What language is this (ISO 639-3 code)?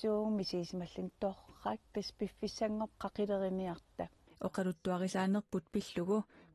kal